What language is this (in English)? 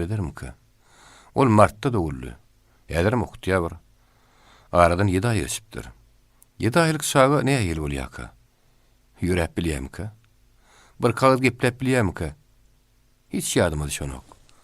Turkmen